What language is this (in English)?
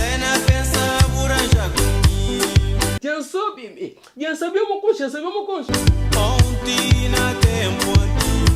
Kabuverdianu